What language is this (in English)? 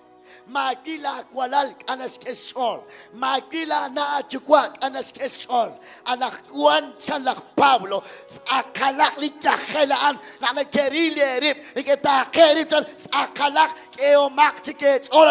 Kekchí